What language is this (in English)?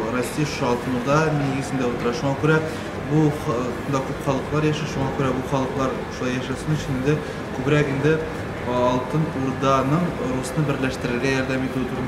Tatar